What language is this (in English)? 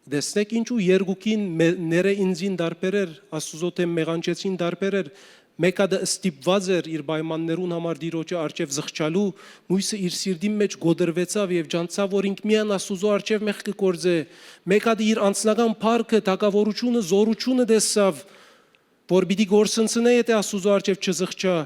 Western Armenian